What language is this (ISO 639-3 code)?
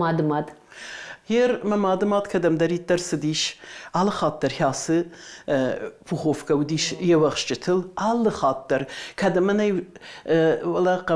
oss